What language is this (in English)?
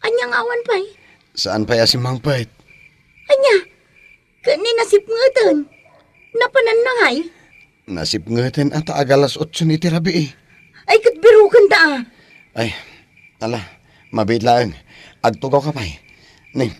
Iloko